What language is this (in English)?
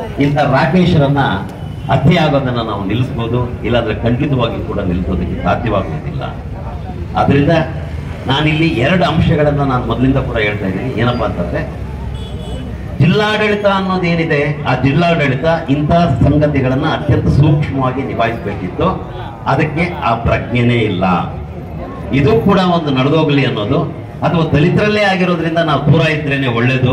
Kannada